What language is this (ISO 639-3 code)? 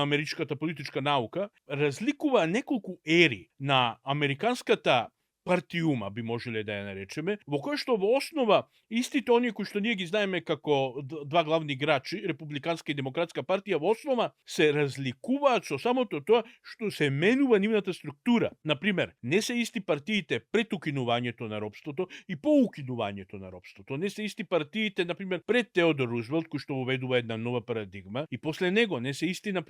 mkd